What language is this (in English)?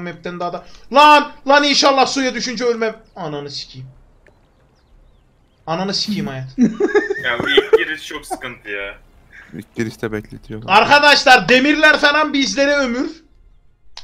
Turkish